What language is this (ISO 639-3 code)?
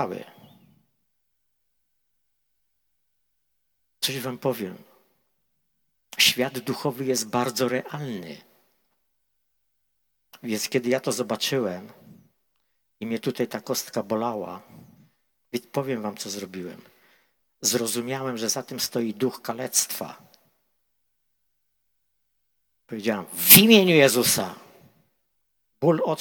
pol